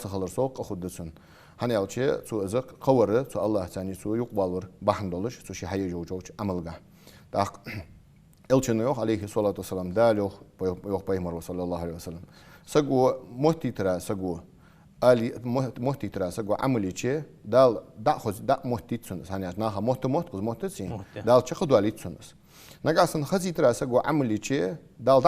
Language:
Ingush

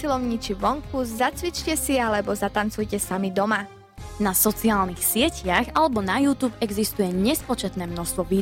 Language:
Slovak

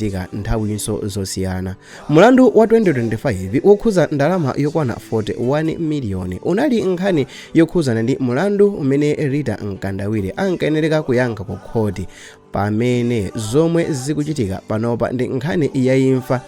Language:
Nyanja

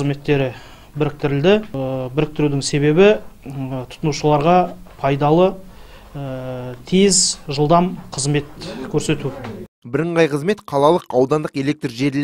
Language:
Kazakh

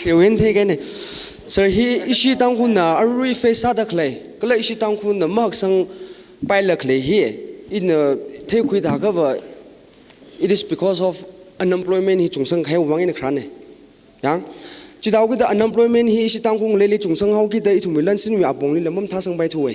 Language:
Tangkhul Naga (India)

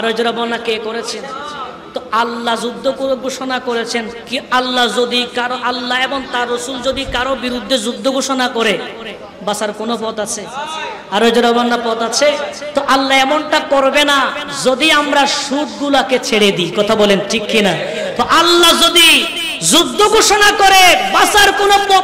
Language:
Bangla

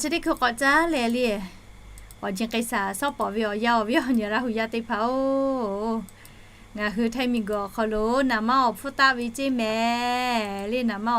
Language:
Lahu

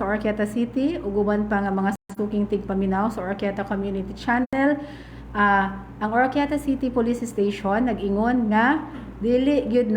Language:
Cebuano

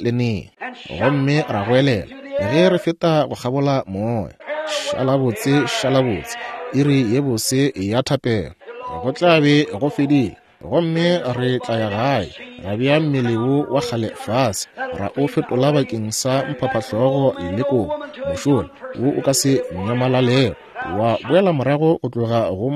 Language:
Northern Sotho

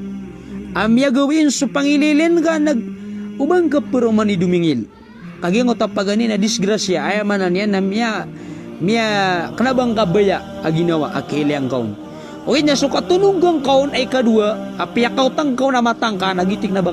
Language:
Maranao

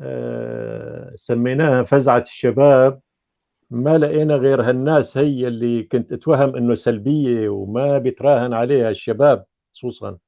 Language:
North Levantine Arabic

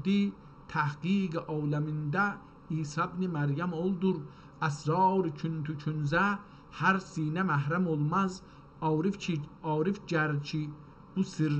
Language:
South Azerbaijani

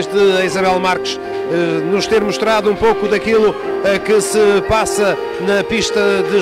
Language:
Portuguese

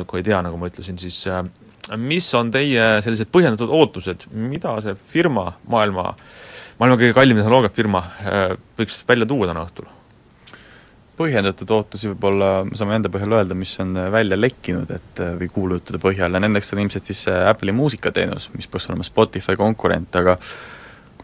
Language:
Estonian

